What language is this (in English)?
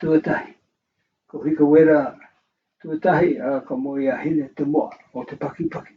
Māori